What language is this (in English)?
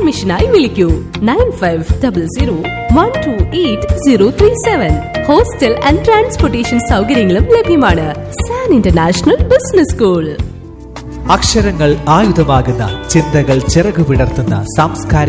Malayalam